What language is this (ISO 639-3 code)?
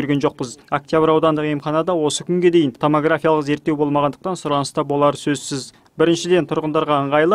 kaz